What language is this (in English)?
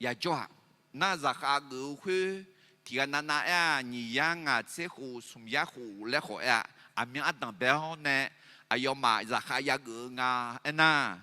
Akha